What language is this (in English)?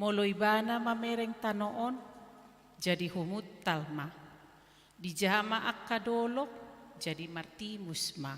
Batak Toba